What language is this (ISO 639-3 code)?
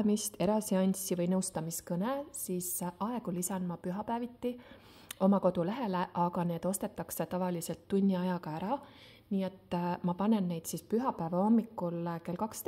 est